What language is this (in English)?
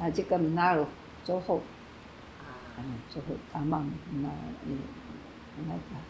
Taroko